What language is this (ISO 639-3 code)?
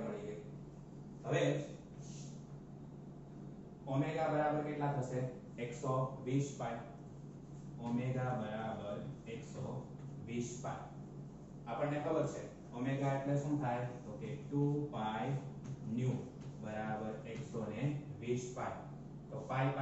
guj